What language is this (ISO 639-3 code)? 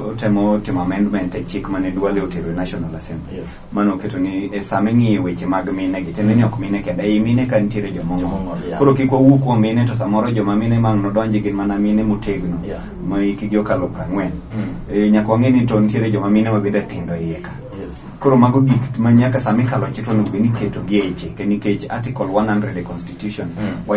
luo